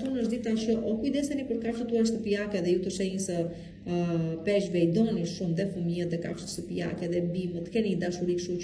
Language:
Albanian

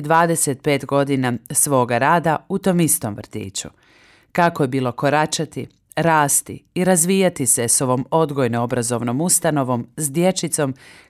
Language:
Croatian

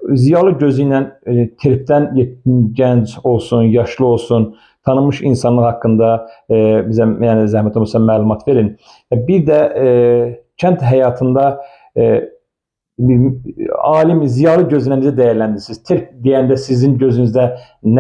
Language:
Azerbaijani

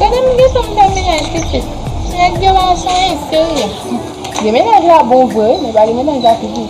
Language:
Haitian Creole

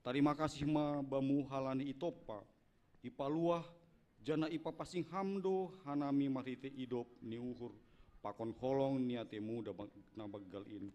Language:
Batak Simalungun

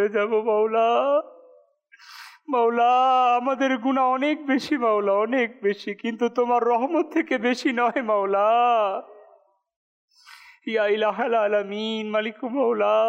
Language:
Bangla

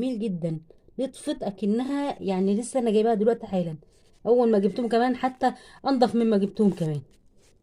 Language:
Egyptian Arabic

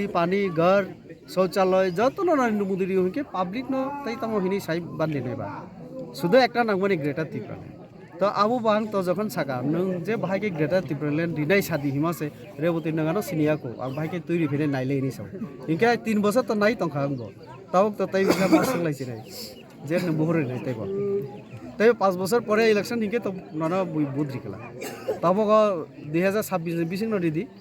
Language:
Kok Borok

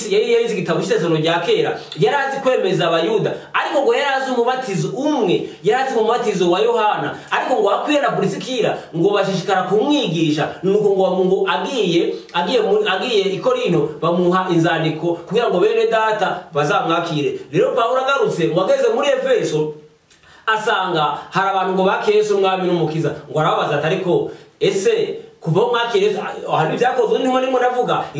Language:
Kinyarwanda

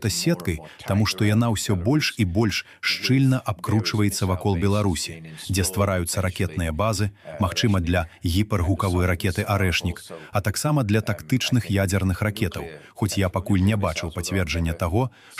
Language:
Belarusian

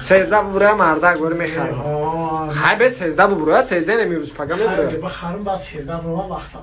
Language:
Tajik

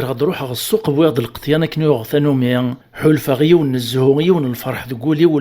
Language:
Kabyle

